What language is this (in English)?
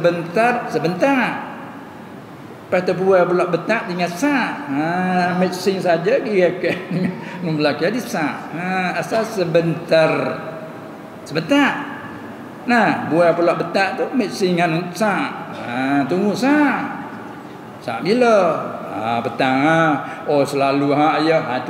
Malay